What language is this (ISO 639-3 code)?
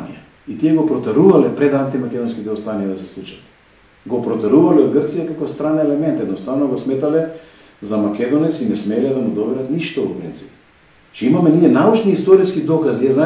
mkd